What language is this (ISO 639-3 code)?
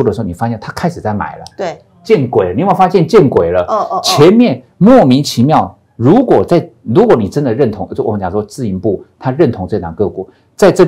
zho